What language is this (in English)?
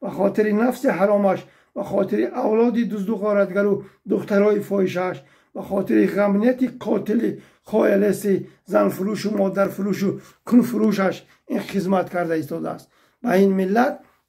Tajik